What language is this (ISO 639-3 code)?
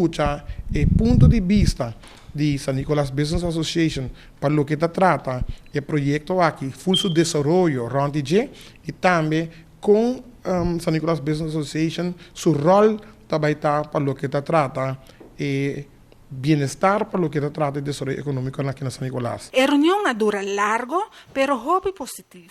pap